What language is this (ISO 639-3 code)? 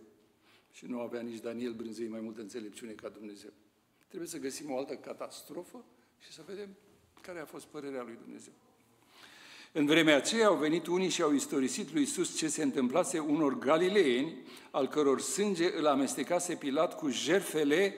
ron